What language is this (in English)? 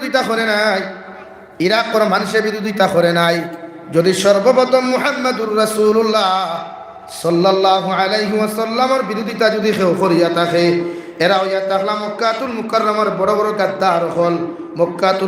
Sylheti